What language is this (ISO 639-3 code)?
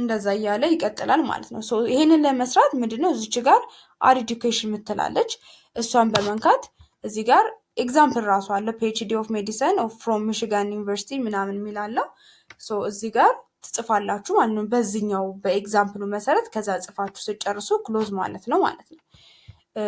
amh